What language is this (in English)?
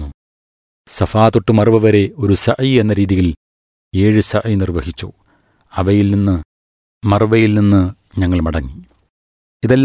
Malayalam